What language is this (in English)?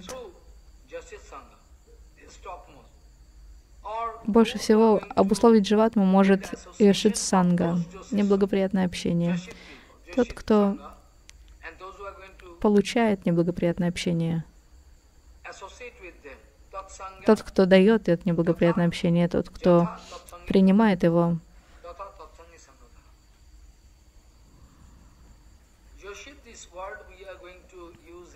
Russian